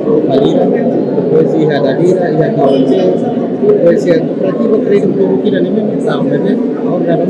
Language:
Tetum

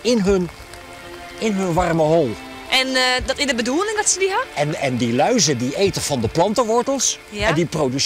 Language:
Western Frisian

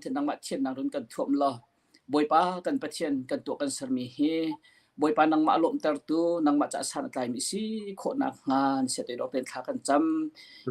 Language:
Hakha Chin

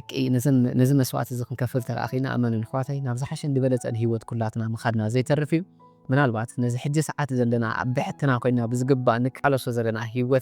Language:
Tigrinya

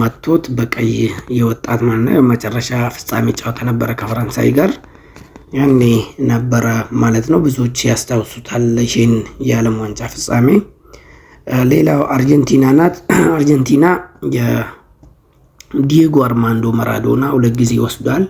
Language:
Amharic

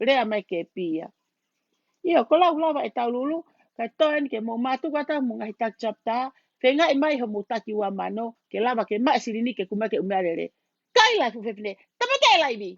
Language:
Tongan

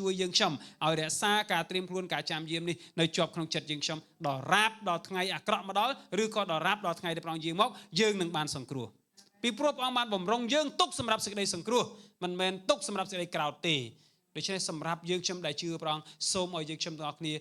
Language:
Khmer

